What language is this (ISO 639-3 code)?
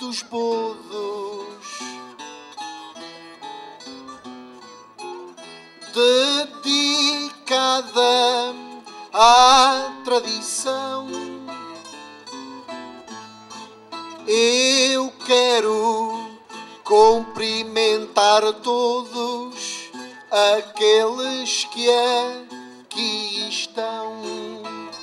por